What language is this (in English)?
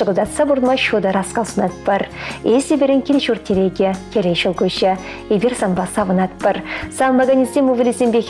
Chuvash